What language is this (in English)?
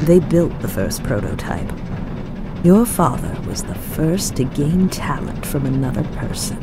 Bavarian